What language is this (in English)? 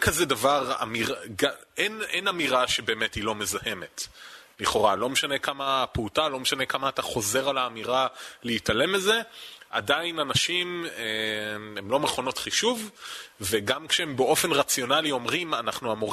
Hebrew